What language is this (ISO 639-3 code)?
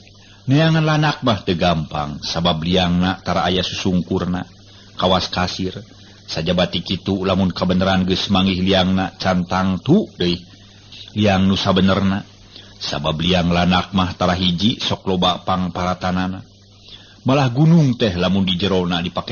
sun